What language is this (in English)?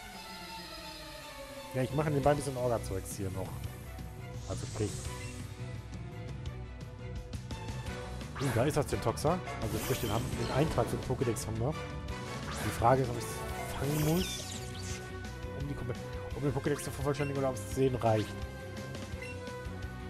German